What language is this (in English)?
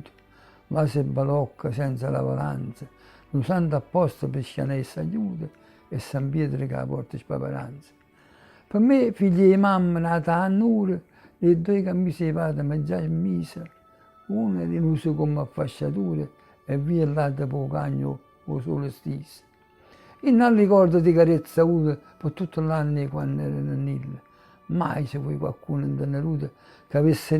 Neapolitan